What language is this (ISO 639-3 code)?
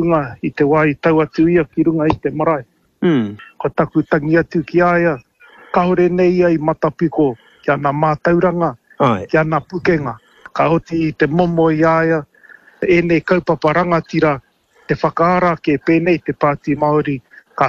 mri